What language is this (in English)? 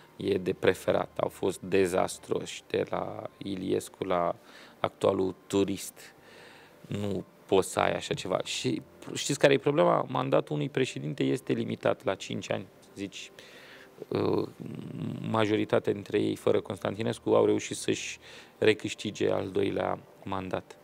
Romanian